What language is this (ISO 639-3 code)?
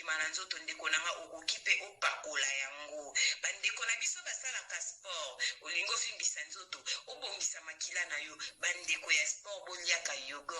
lin